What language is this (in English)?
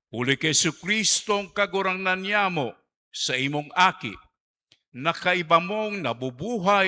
Bikol